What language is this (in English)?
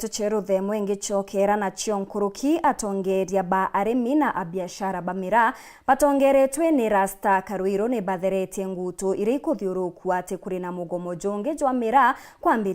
Meru